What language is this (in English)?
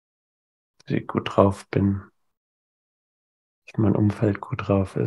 German